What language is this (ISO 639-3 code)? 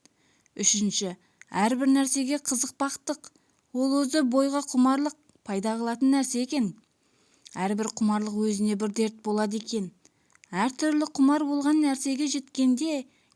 kaz